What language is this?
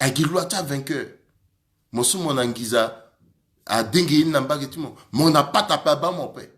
Sango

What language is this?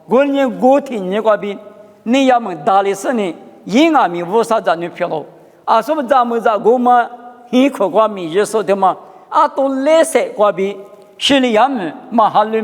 Lisu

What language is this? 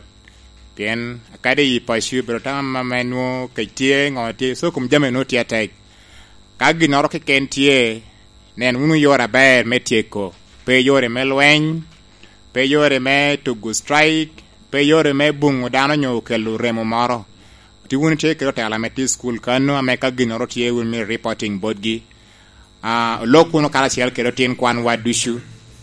Lango (Uganda)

